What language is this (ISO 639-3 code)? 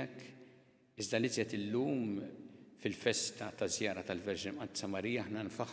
mlt